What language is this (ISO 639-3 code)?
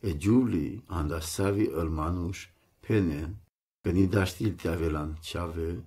rom